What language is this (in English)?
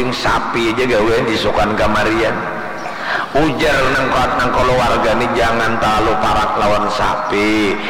Banjar